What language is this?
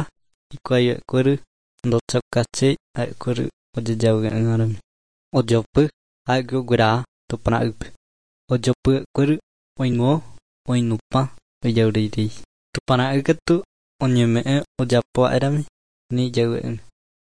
Guarani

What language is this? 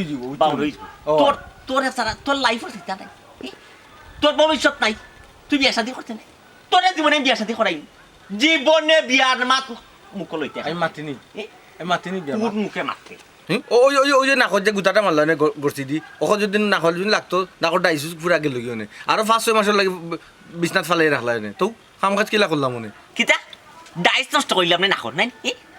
Sylheti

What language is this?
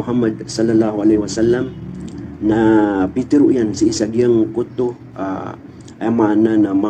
Maranao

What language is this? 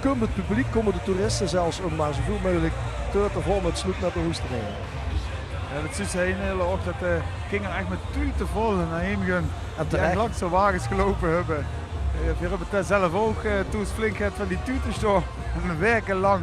Limburgish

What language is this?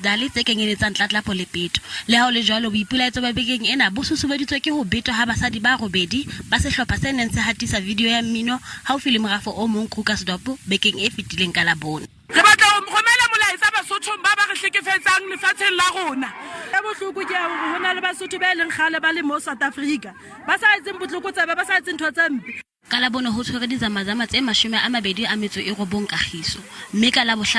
Southern Sotho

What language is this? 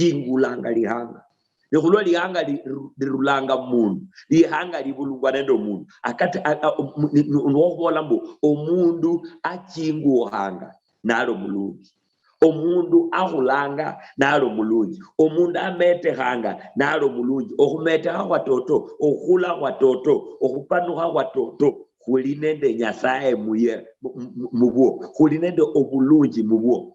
Luyia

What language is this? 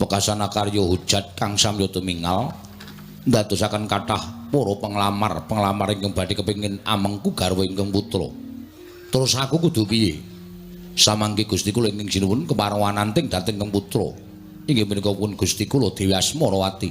Javanese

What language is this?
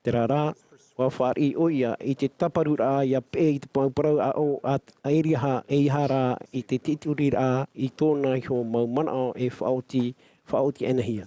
Tahitian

